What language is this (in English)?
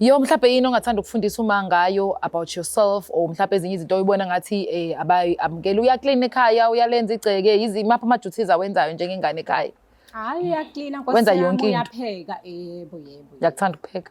Zulu